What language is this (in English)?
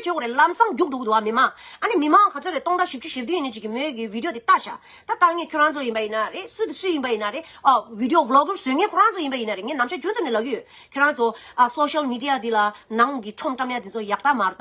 Tibetan